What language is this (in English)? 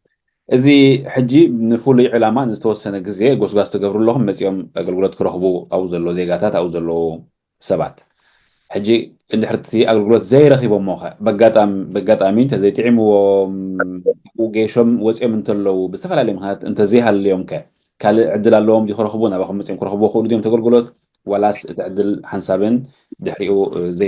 Tigrinya